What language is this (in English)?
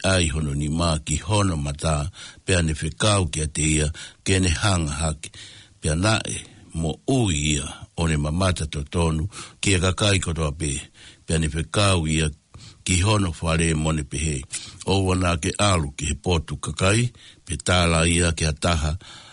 Tongan